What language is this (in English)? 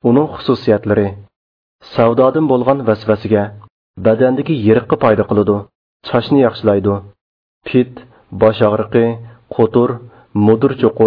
Uyghur